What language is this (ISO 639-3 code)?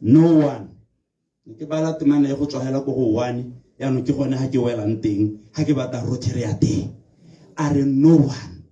tsn